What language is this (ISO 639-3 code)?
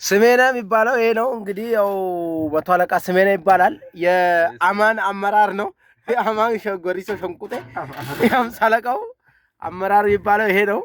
amh